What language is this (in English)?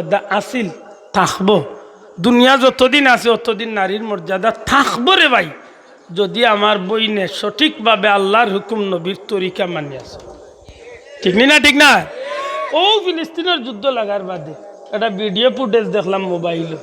Sylheti